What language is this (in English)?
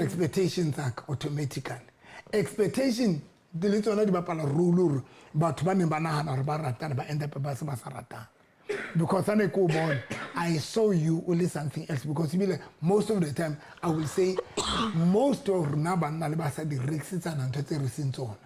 Southern Sotho